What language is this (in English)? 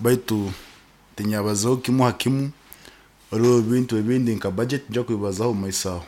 Nyoro